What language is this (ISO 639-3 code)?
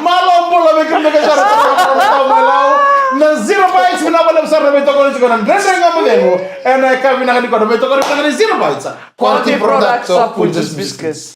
fij